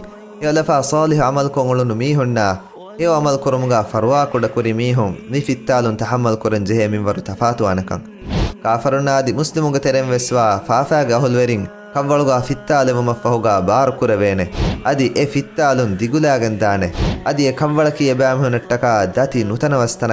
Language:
Divehi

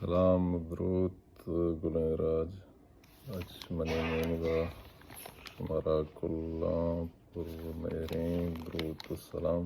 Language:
Baluchi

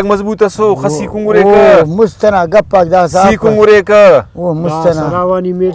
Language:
Brahui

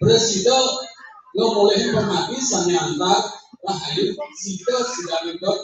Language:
Balinese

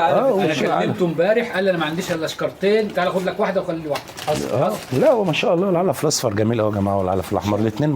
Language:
Egyptian Arabic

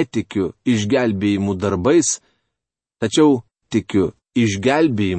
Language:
Lithuanian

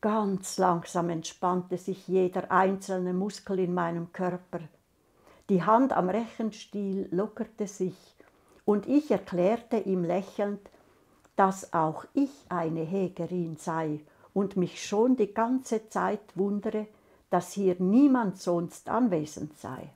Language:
Swiss German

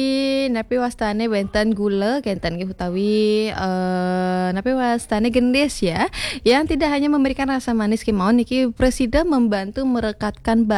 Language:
Balinese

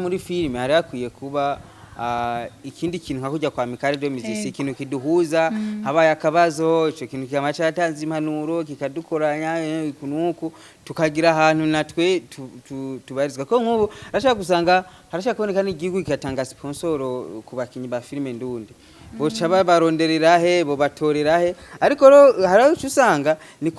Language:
Rundi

